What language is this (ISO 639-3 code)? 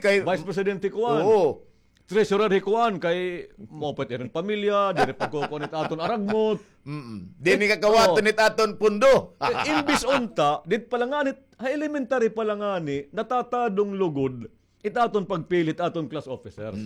war